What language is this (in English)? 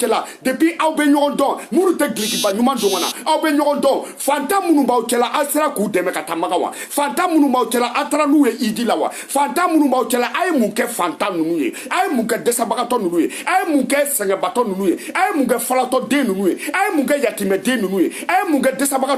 Bambara